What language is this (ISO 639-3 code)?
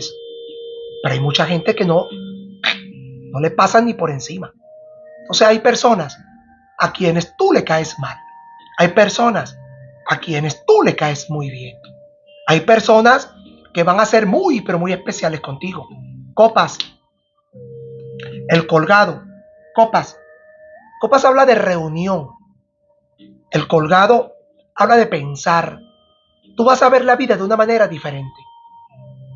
spa